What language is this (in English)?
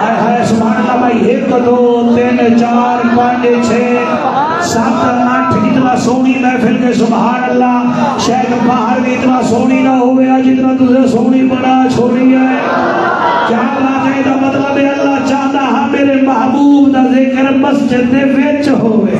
Saraiki